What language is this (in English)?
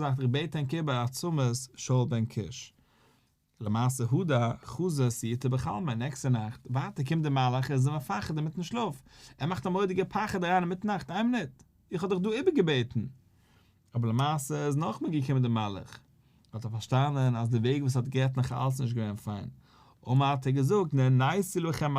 Yiddish